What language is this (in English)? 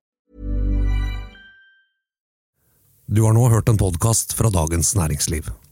Norwegian